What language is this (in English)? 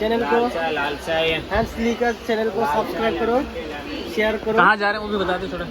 Santali